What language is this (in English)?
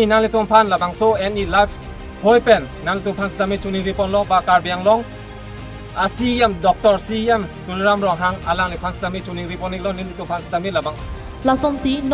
Karbi